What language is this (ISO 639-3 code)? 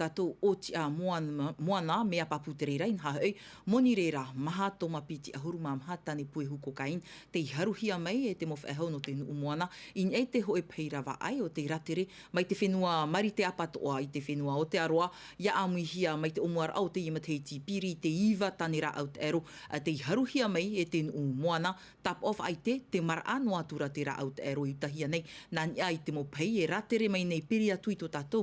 tah